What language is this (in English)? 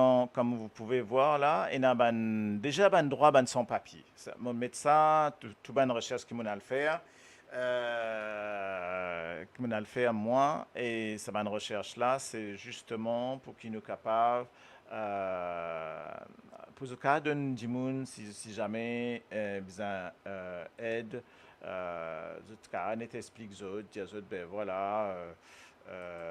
Morisyen